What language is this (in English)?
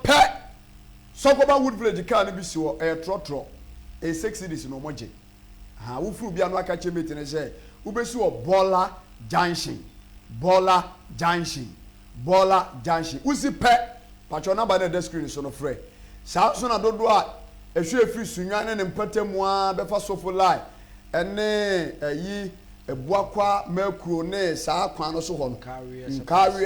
Akan